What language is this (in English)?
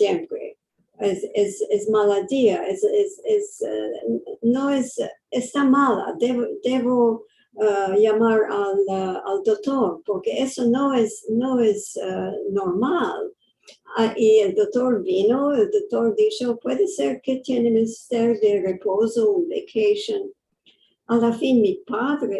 Ladino